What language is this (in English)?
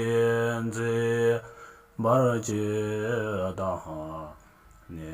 Tibetan